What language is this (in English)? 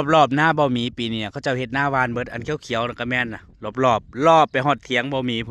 Northeastern Thai